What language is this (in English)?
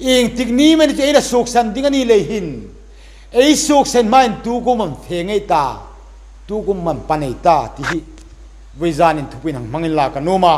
Hmar